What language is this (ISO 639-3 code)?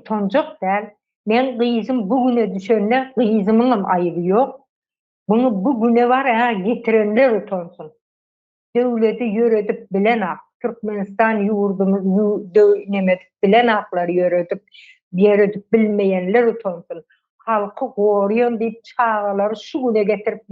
tuk